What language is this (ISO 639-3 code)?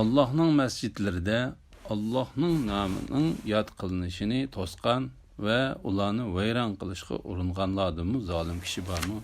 uig